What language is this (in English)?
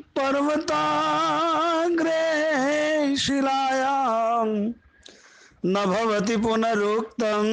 Sanskrit